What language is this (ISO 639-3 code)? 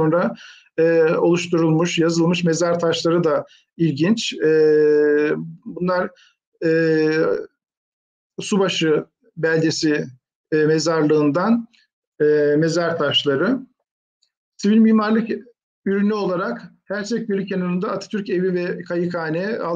tur